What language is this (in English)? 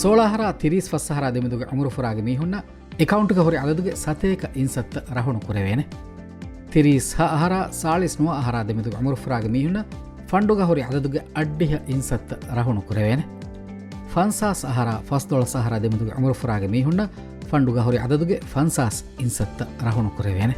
Divehi